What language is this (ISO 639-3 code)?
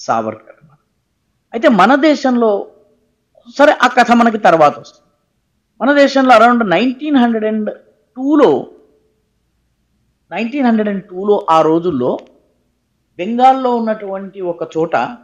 tel